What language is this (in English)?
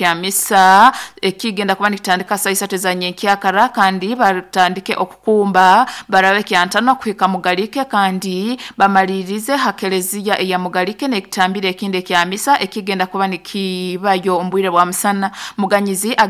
Nyoro